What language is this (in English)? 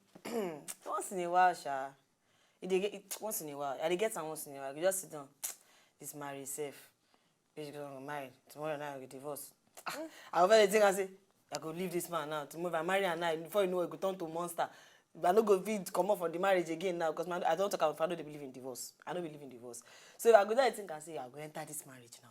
Nigerian Pidgin